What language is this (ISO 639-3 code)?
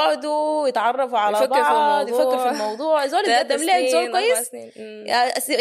apd